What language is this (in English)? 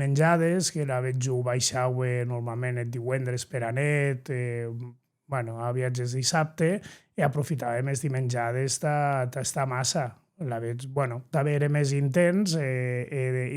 Occitan